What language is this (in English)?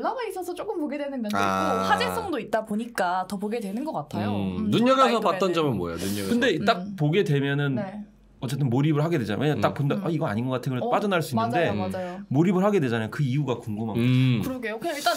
Korean